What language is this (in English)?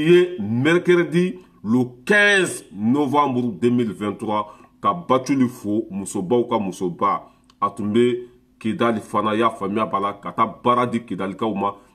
Bambara